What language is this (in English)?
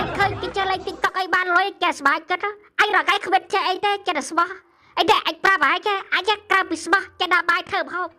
Khmer